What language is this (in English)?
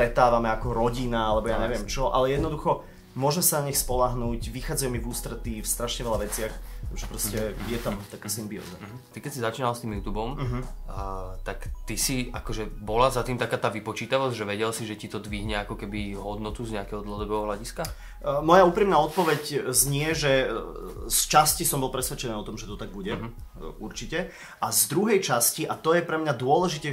Slovak